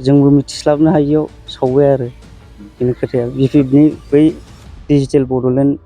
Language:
Bodo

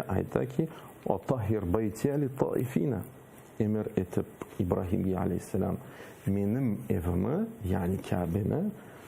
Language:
Crimean Tatar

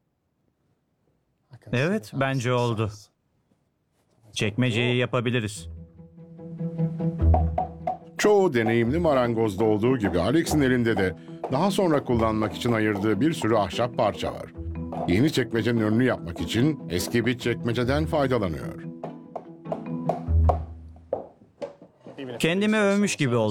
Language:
Turkish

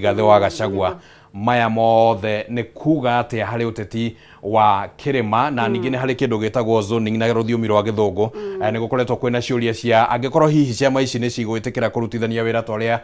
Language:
Kikuyu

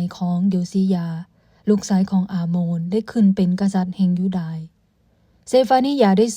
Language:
Lao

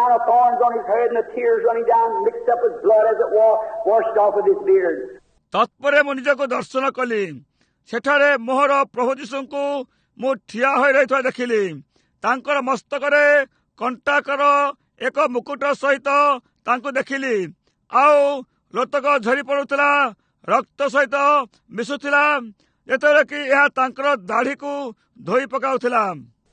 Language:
Odia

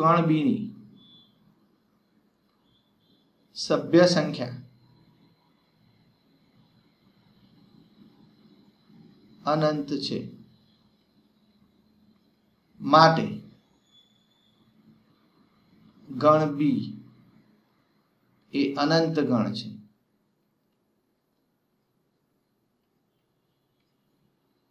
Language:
Gujarati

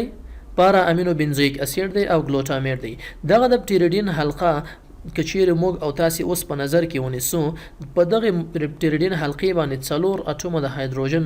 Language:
Pashto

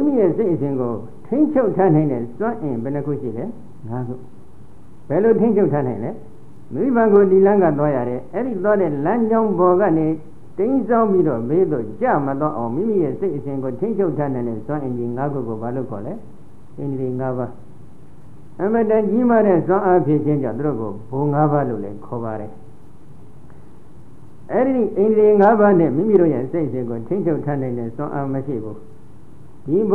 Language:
Burmese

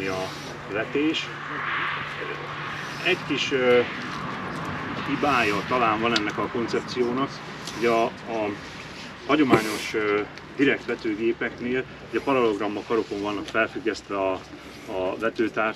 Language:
Hungarian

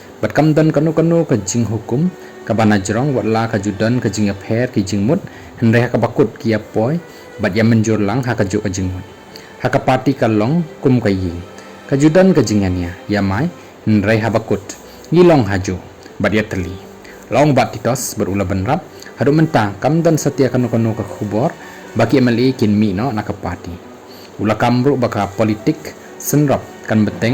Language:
Khasi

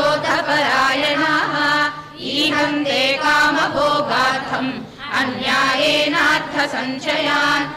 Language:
Sanskrit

